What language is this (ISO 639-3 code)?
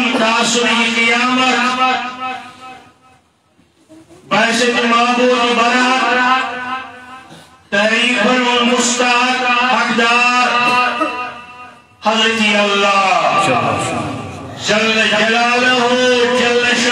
urd